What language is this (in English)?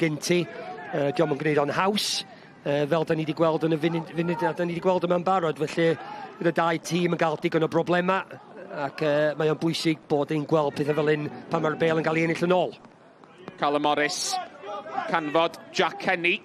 Welsh